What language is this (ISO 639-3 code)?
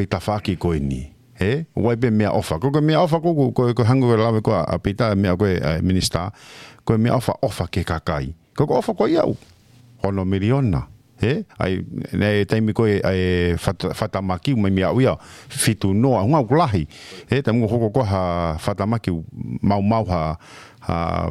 ton